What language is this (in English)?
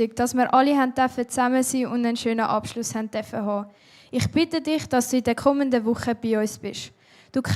Swiss German